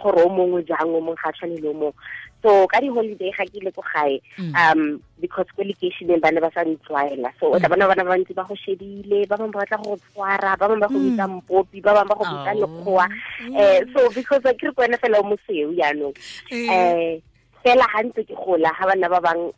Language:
Tswana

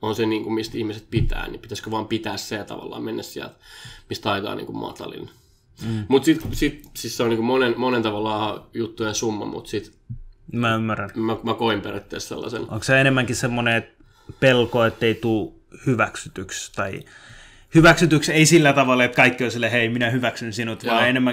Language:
Finnish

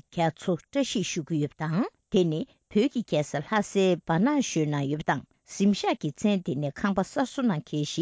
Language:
Tibetan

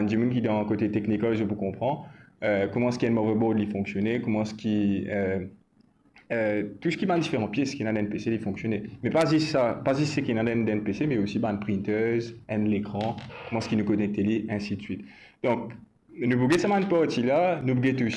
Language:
Morisyen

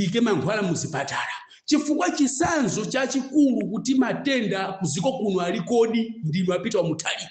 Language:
Nyanja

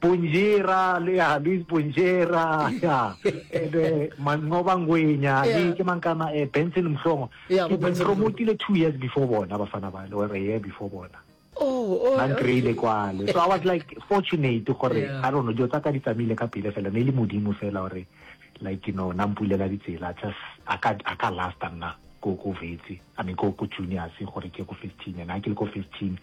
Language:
Northern Sotho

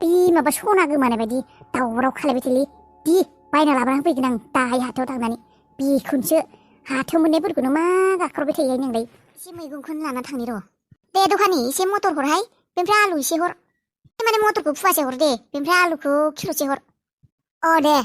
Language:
Bodo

